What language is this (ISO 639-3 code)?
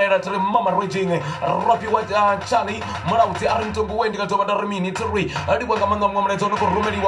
ven